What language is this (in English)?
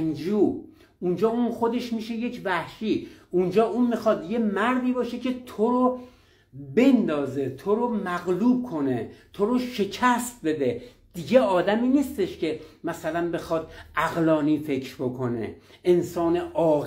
Persian